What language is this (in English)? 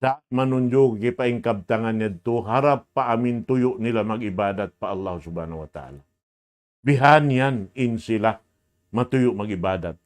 Tausug